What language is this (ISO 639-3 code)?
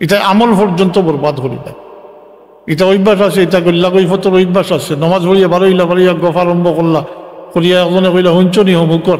syl